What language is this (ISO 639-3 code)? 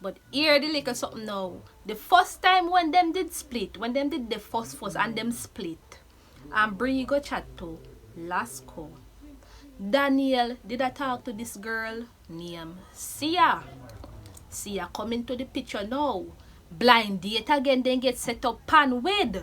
jam